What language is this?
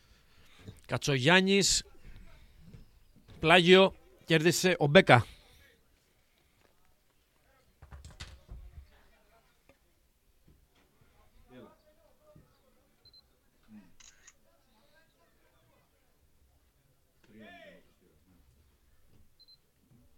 Greek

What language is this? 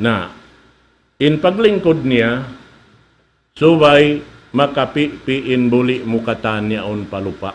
Tausug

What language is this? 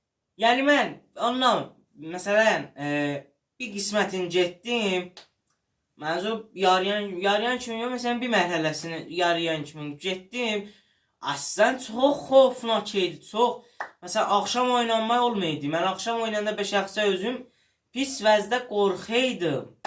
South Azerbaijani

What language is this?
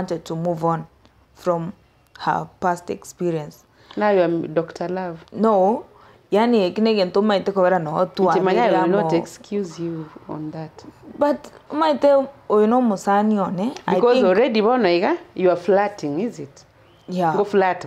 Gusii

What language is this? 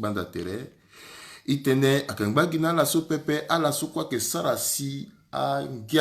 Sango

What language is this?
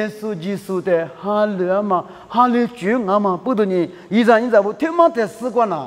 Lisu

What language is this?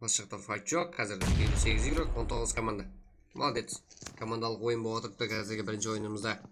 Kara-Kalpak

